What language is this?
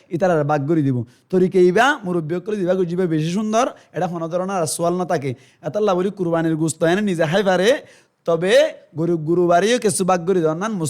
Rohingya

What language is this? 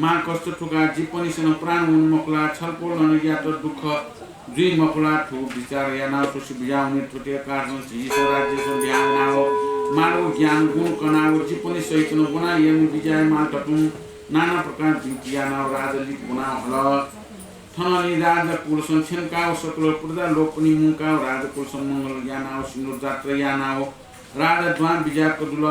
Newari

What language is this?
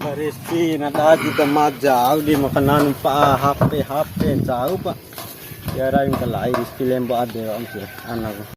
Bima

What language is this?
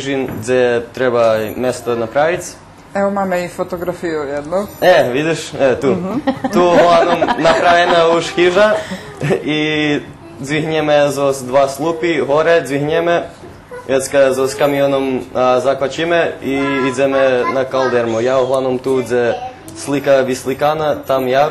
Rusyn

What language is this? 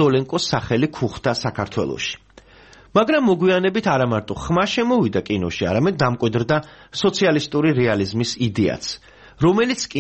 Georgian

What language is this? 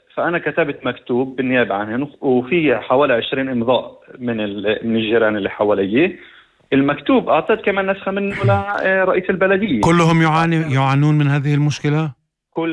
North Levantine Arabic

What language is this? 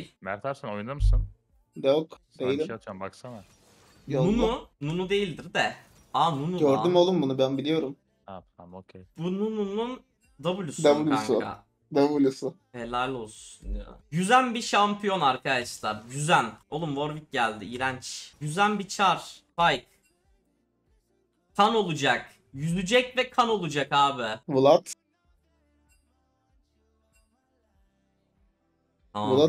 Turkish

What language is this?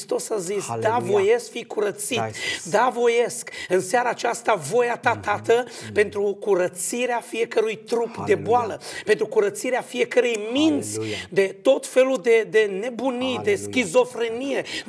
Romanian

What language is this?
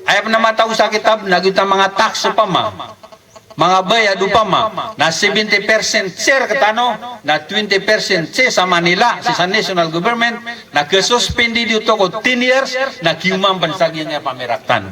Maranao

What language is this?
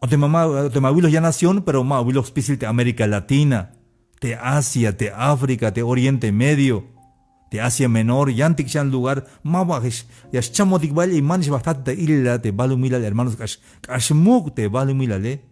Tzeltal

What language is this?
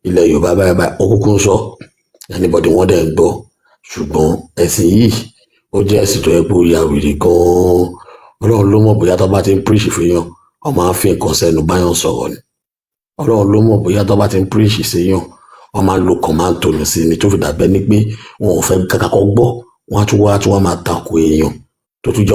Yoruba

